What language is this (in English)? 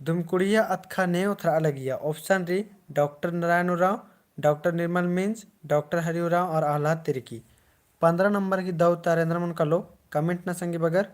Kurukh